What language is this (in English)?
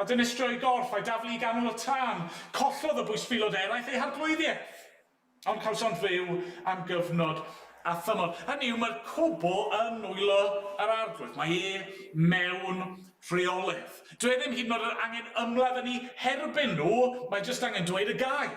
Welsh